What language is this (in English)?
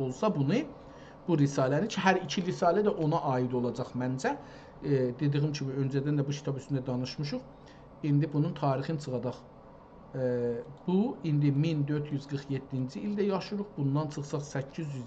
South Azerbaijani